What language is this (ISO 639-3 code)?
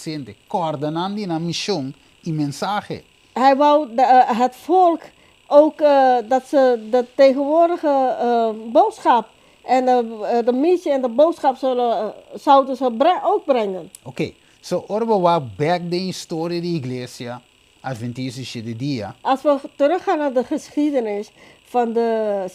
pap